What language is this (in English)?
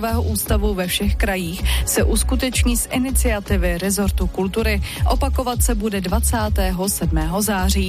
Czech